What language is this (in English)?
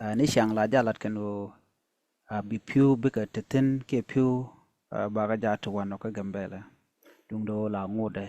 Nuer